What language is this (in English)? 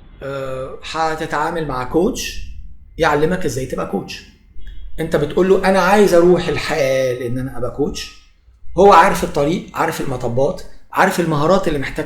Egyptian Arabic